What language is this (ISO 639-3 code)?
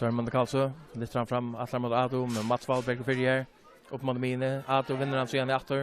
fao